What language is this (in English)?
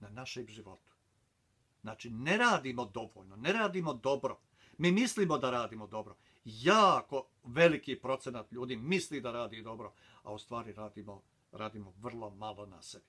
Bosnian